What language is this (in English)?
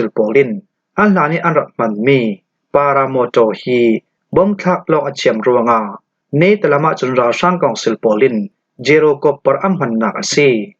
Hakha Chin